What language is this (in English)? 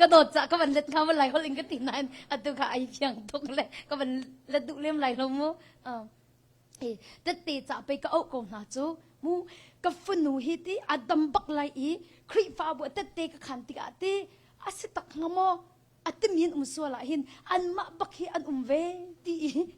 Hakha Chin